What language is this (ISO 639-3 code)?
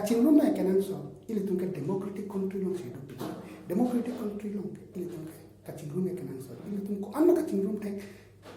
mjw